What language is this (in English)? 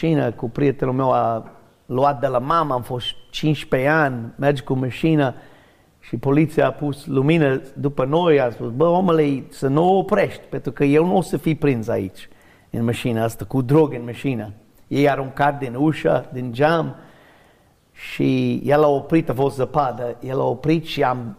Romanian